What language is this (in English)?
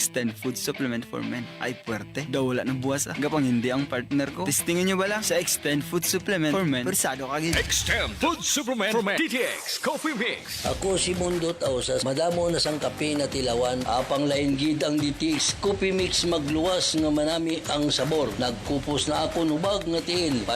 Hiligaynon